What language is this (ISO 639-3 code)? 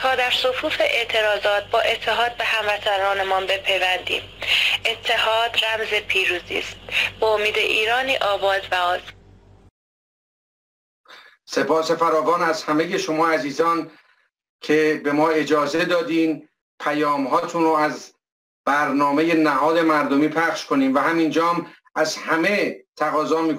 fas